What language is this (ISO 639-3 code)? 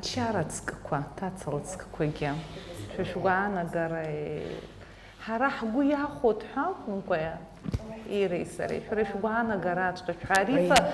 abk